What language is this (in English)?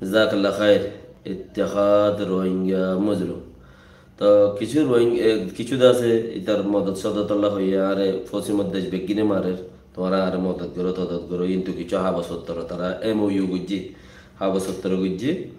Rohingya